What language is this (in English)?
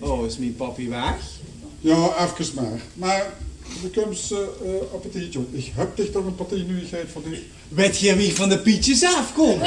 Limburgish